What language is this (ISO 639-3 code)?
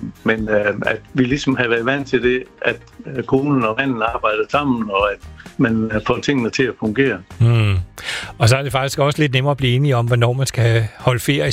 dan